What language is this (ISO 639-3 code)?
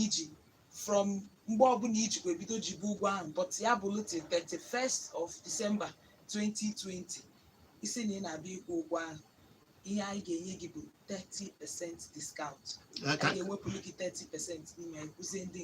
ibo